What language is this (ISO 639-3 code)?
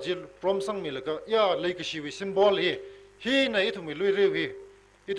nmf